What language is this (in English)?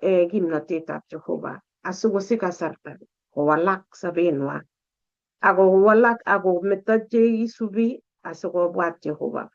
Kalenjin